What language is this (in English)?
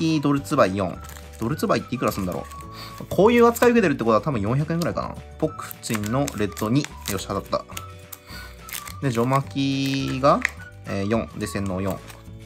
Japanese